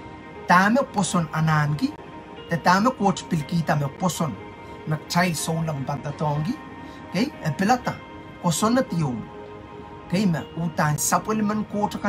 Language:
Pohnpeian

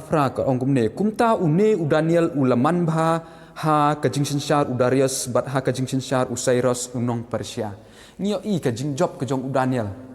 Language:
Khasi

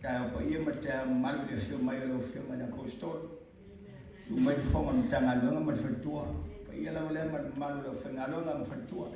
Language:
Samoan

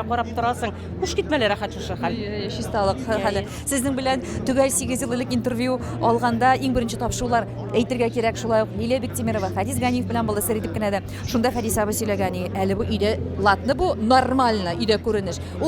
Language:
Tatar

